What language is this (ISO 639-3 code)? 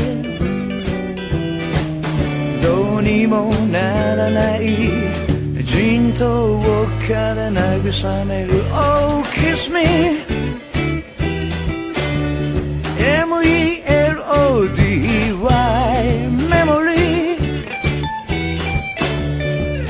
jpn